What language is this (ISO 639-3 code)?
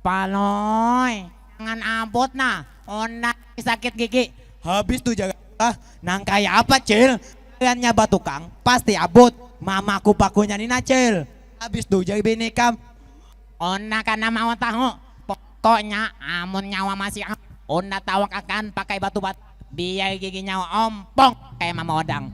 bjn